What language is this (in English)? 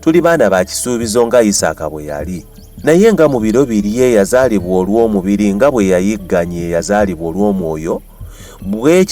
Ganda